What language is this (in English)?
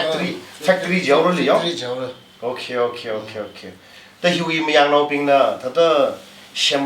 Tangkhul Naga (India)